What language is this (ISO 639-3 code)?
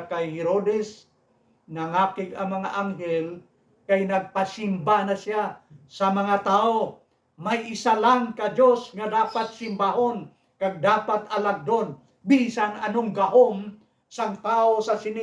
hil